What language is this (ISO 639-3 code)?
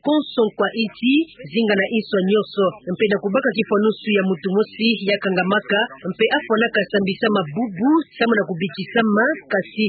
ktu